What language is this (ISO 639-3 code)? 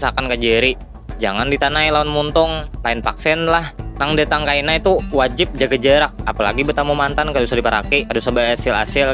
bjn